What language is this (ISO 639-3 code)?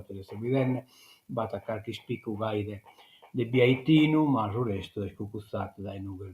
srd